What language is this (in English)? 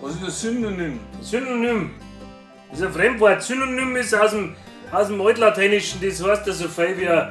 Bavarian